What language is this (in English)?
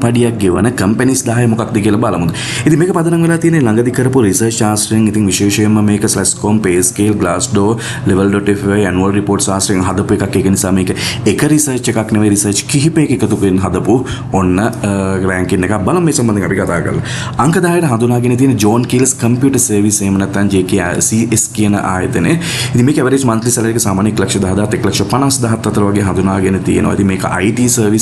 Sinhala